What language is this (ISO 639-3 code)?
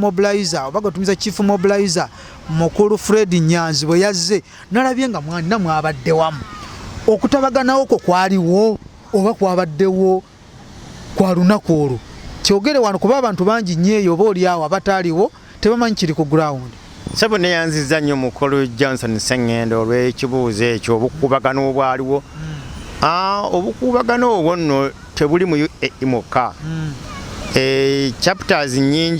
lug